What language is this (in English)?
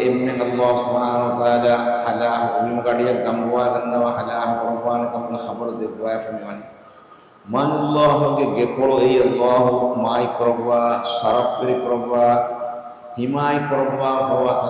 Divehi